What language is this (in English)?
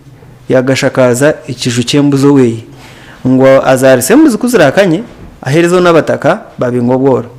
Nyankole